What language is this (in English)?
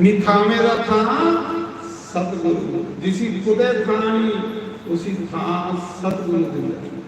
Dogri